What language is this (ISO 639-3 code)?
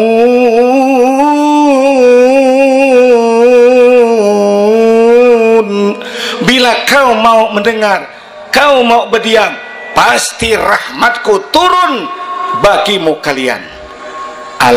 bjn